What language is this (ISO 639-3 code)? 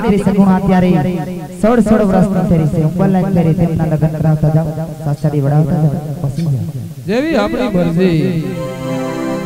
guj